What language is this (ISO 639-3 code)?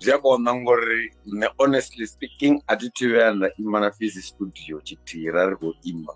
ven